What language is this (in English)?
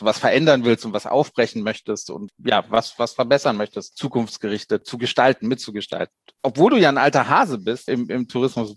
German